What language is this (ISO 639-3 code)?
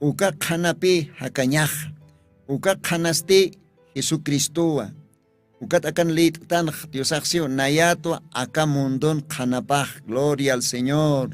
aym